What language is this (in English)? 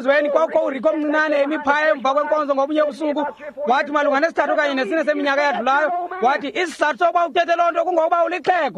Xhosa